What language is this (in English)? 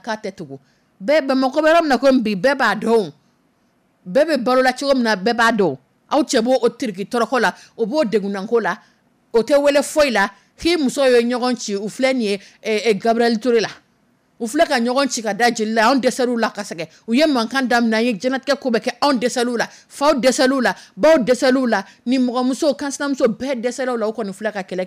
Dyula